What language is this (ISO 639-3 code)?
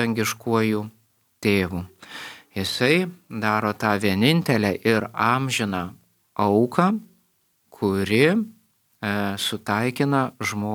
lit